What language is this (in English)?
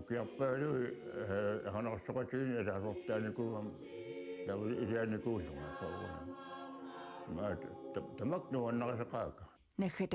Kalaallisut